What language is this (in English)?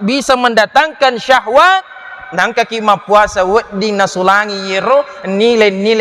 Buginese